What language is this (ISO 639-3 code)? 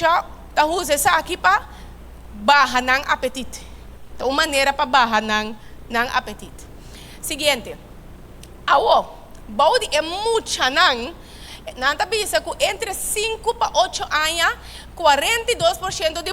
pap